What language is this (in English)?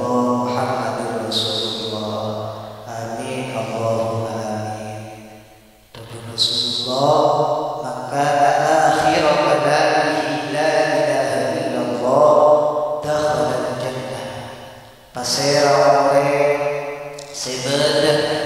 Madurese